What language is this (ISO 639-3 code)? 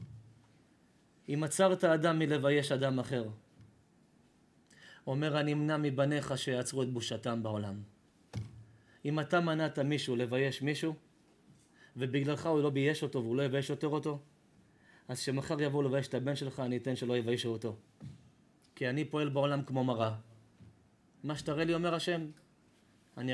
heb